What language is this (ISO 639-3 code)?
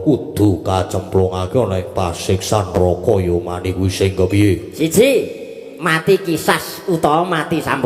jav